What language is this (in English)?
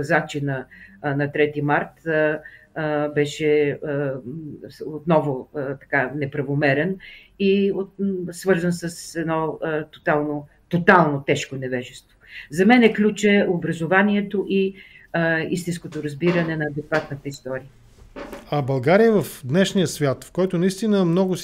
Bulgarian